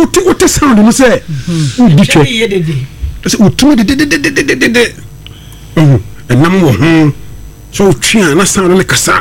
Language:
Akan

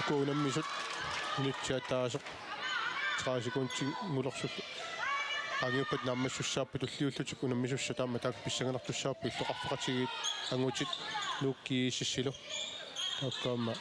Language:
Kalaallisut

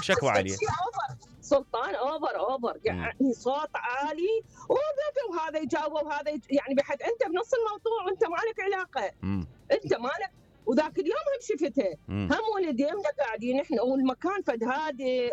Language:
Mesopotamian Arabic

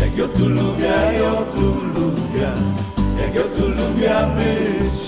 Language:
Silesian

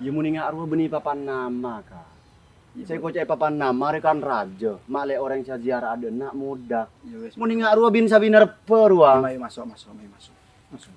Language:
Madurese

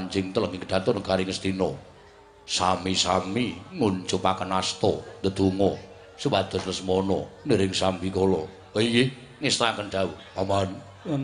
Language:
Javanese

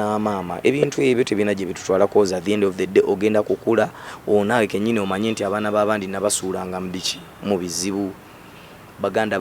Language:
Ganda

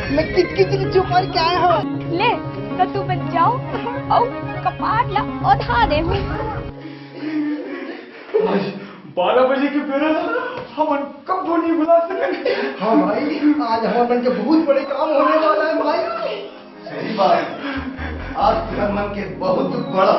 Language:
Chhattisgarhi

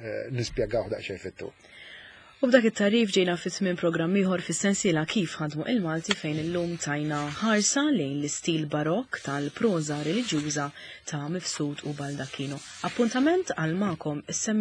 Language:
Maltese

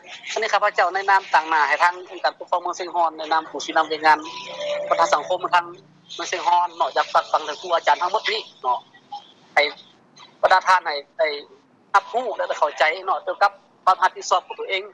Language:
Lao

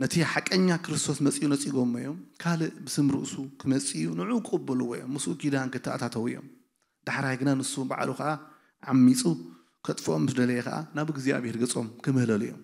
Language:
Tigrinya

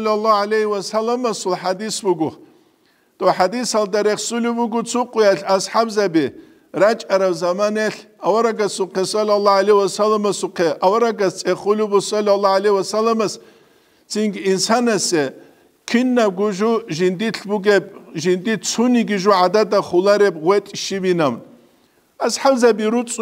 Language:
Avaric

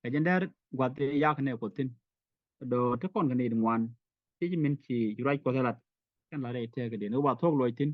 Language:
Nuer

